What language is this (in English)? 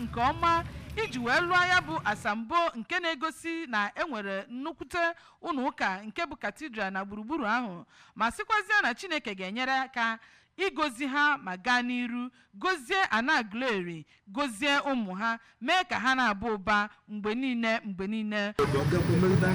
Igbo